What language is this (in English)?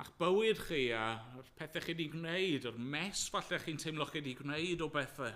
Welsh